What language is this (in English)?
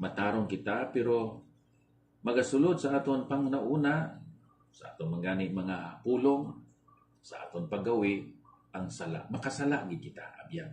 Hiligaynon